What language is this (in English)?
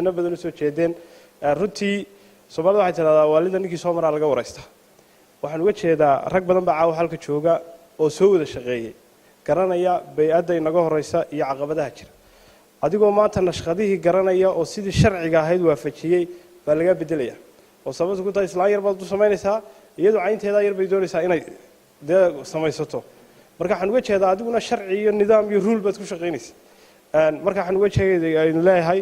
Somali